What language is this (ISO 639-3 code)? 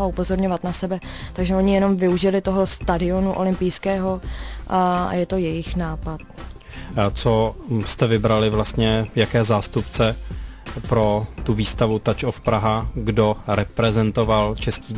ces